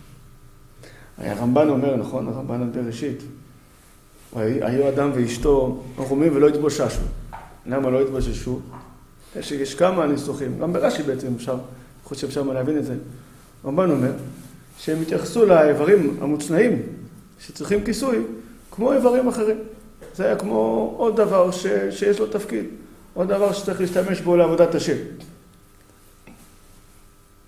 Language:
Hebrew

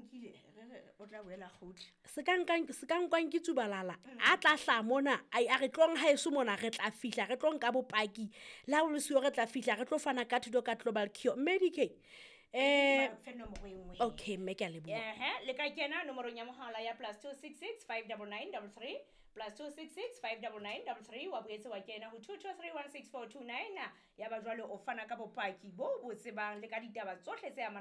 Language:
Southern Sotho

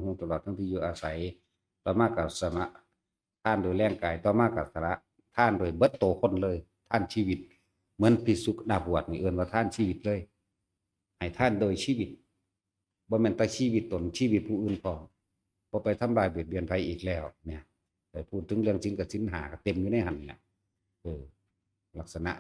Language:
Northeastern Thai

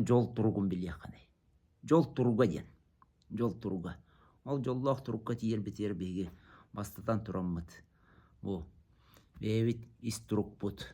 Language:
Yakut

